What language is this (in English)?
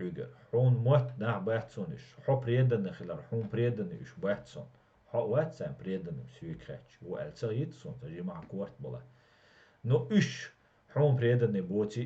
Chechen